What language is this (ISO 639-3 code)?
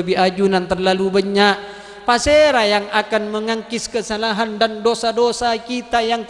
mad